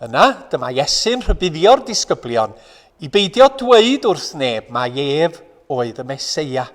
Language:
Welsh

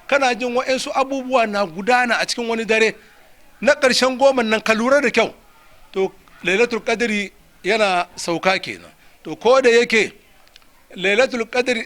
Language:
Hausa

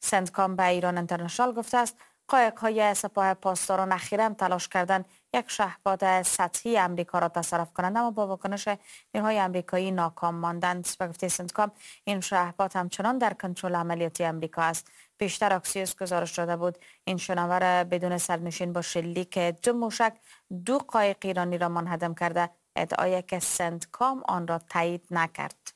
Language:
Persian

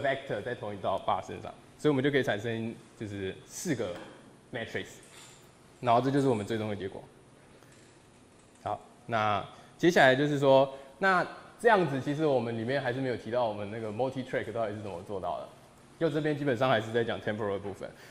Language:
Chinese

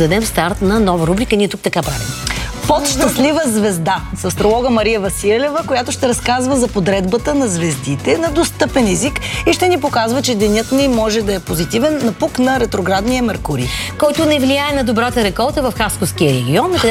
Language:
Bulgarian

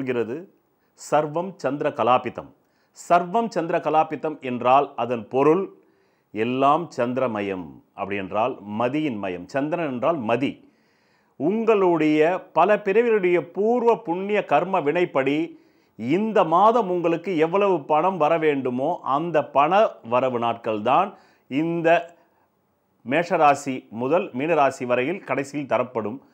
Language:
Tamil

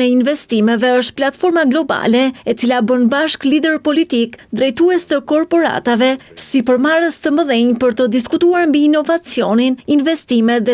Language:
Albanian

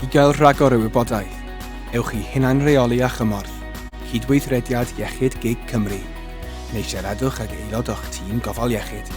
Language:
Welsh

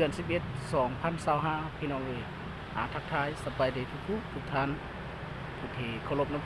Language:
Lao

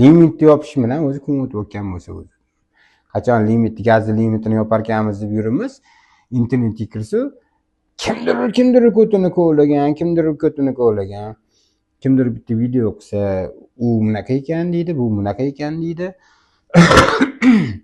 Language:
Uzbek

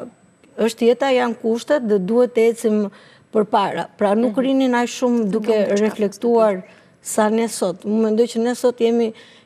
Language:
Albanian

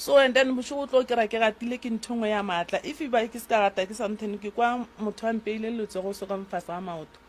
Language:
Northern Sotho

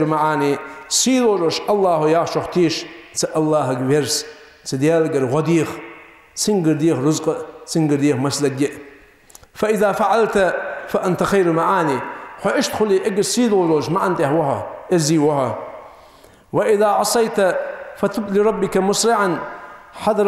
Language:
Ingush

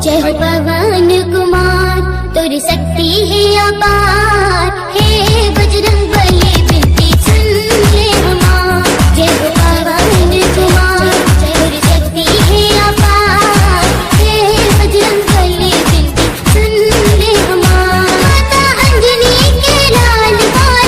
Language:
Chhattisgarhi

